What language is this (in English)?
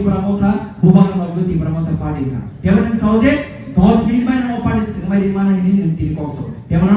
Kok Borok